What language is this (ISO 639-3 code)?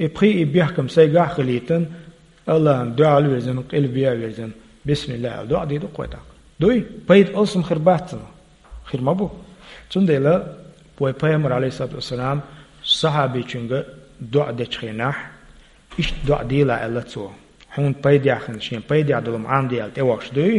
che